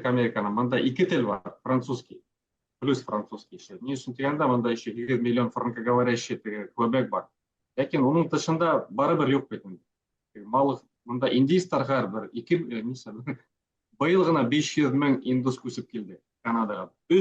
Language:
Bashkir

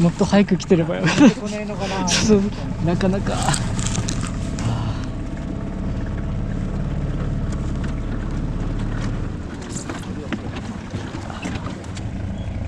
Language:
Japanese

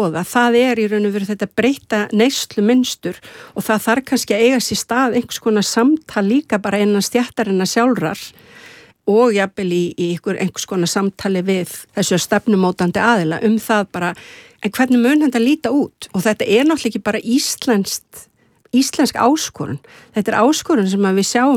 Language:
Icelandic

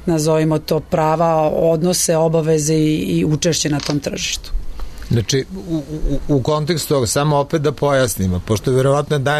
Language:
Serbian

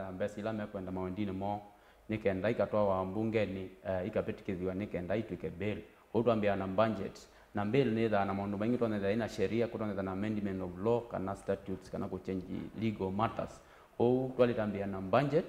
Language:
Kamba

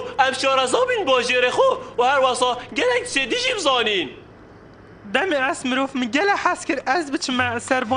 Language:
Kurdish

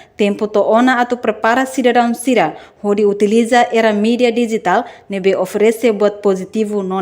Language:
Tetum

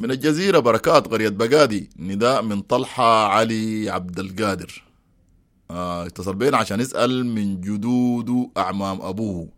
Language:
Sudanese Arabic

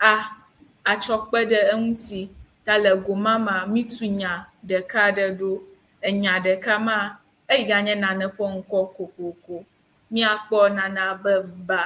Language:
Ewe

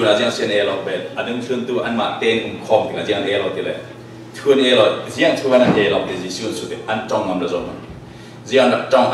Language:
Falam Chin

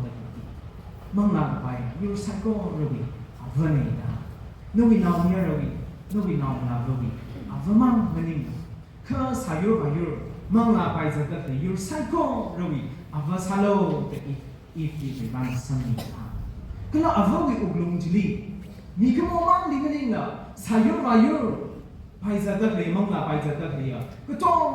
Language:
Tangkhul Naga (India)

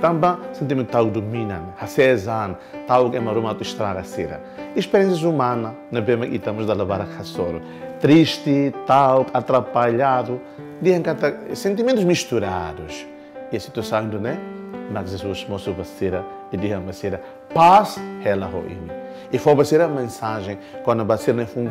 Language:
Tetum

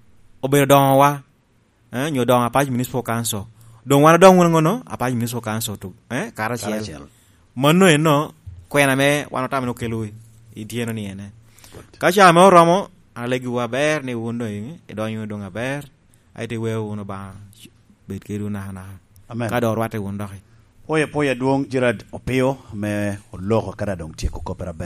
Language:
Lango (Uganda)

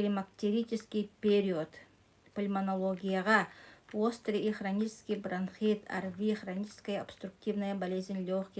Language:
Yakut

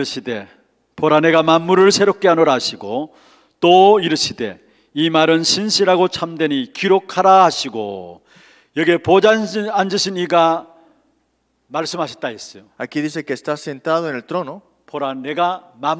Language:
Korean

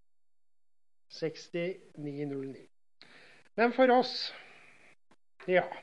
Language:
Norwegian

